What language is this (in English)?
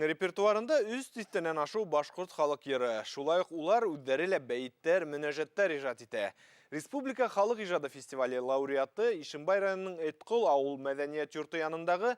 Bashkir